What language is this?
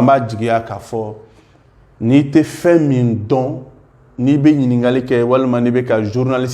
Bambara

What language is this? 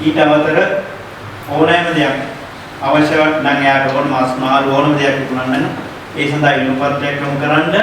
Sinhala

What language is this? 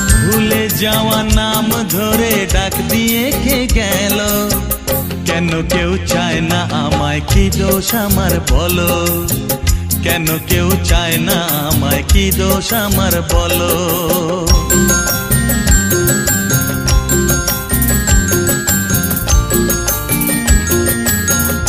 Bangla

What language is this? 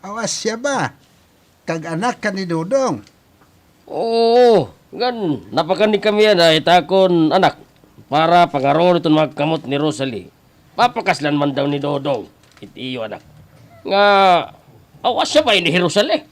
Waray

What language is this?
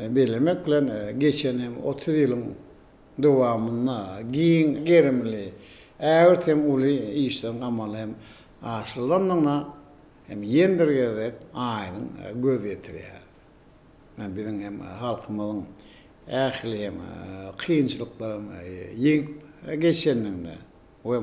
Turkmen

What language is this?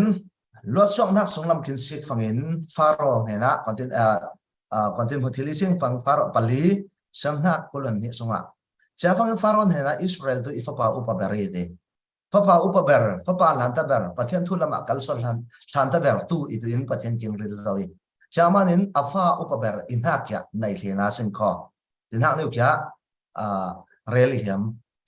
Falam Chin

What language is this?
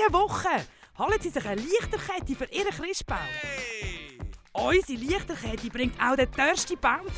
Swiss German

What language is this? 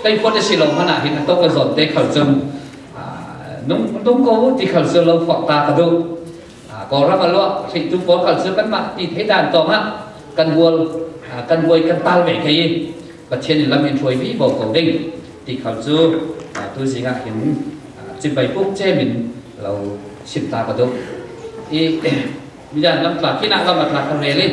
Falam Chin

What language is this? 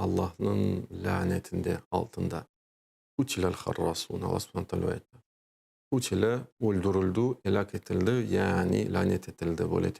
Crimean Tatar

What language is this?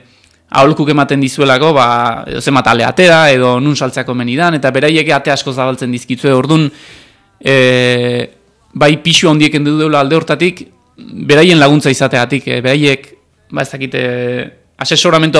Basque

